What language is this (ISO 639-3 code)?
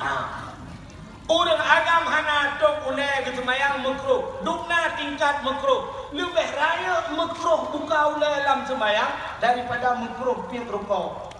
ace